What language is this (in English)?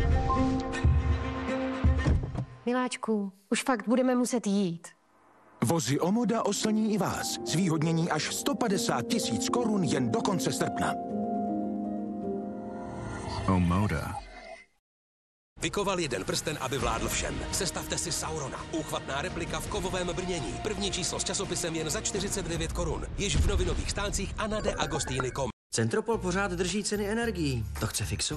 Czech